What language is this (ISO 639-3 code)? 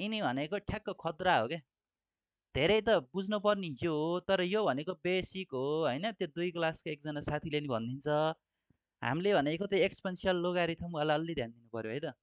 nep